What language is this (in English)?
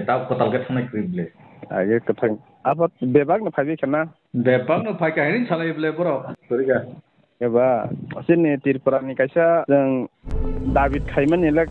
Kok Borok